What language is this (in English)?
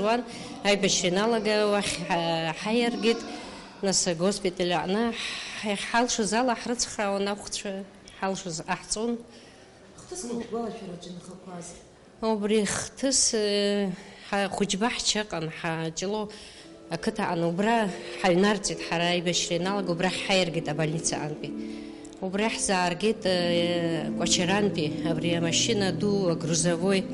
Abkhazian